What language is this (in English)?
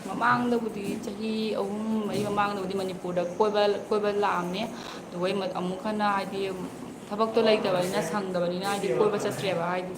Manipuri